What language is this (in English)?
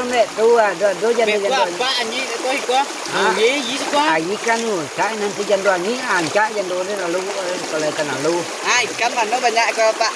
Minangkabau